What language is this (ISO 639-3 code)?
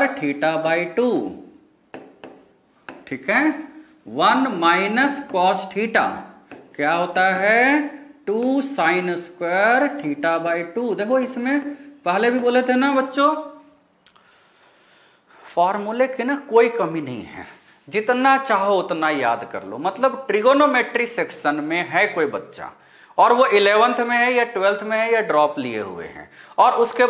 hin